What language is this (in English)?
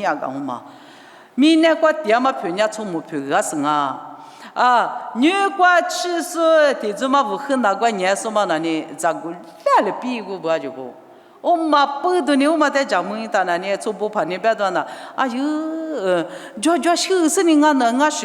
Lisu